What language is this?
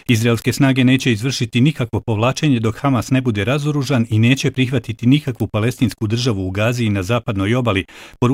Bosnian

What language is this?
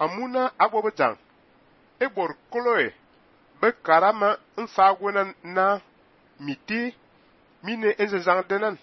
Fang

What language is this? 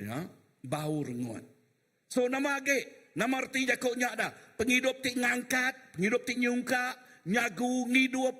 Iban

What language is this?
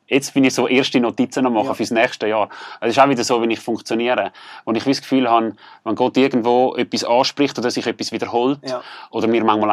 Swiss German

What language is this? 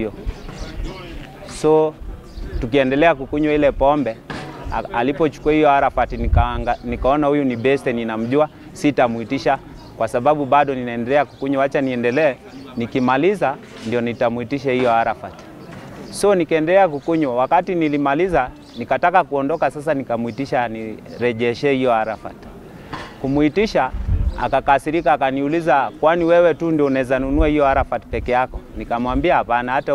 Swahili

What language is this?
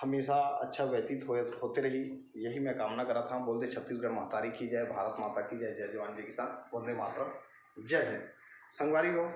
Chhattisgarhi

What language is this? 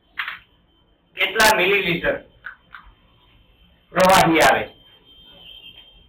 Gujarati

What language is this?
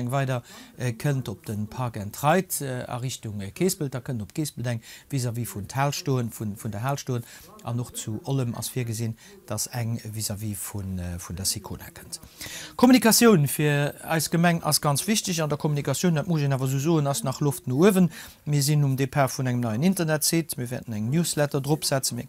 Luxembourgish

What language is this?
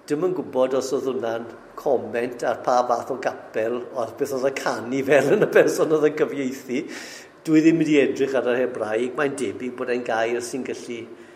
Welsh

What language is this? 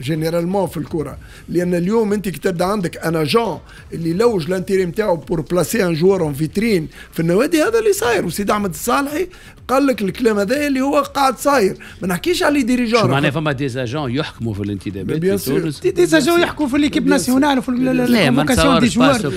Tunisian Arabic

